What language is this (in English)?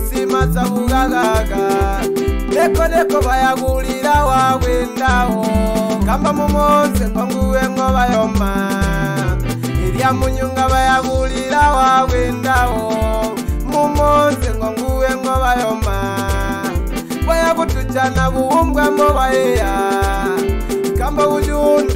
Swahili